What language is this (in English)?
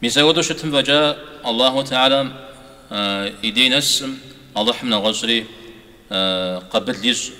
Kabardian